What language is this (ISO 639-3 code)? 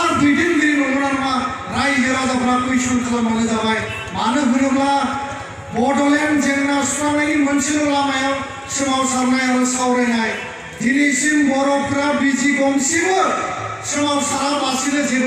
brx